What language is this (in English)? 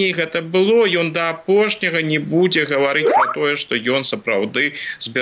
Belarusian